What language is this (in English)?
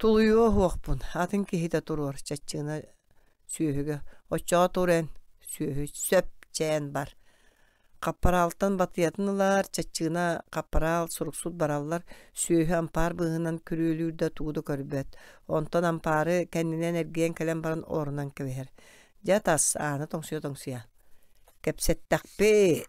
Yakut